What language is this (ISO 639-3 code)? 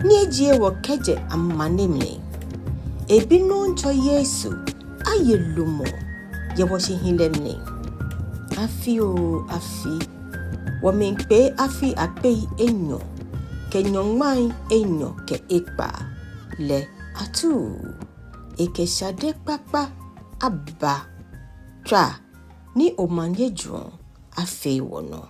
gaa